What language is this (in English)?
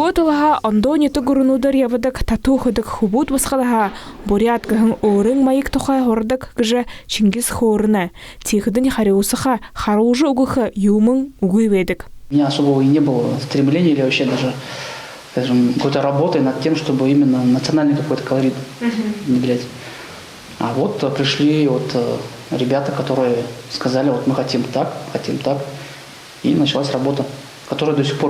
Buriat